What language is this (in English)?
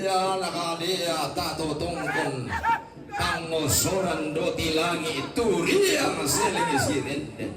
Toraja-Sa'dan